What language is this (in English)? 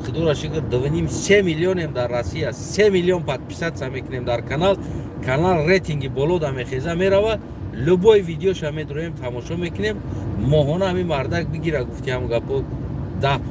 Tajik